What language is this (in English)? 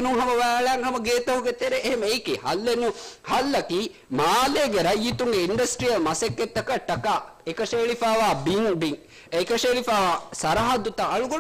Divehi